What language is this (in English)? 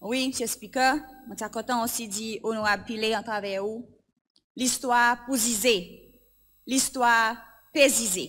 Seselwa Creole French